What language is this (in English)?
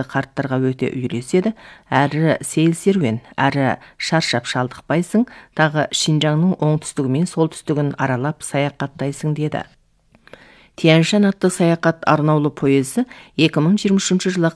Kazakh